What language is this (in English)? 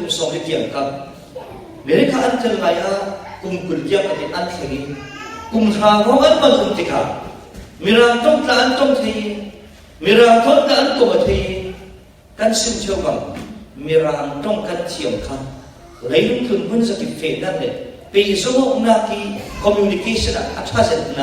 Falam Chin